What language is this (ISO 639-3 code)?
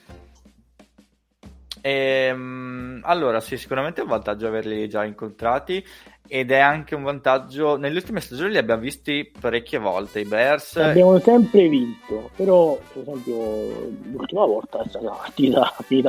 ita